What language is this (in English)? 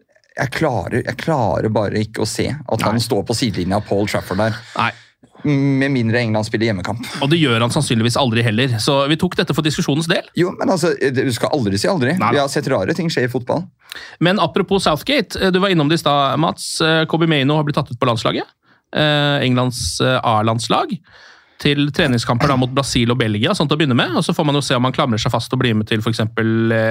Norwegian